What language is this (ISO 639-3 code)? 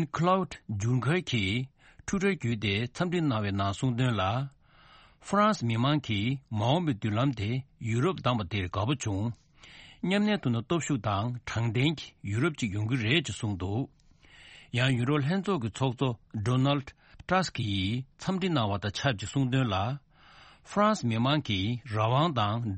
bod